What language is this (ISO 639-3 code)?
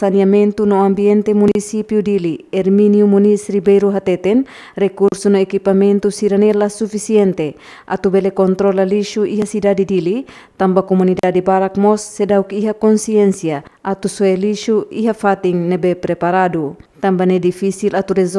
tet